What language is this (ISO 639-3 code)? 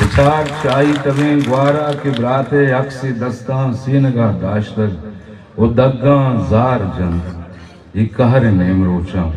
bal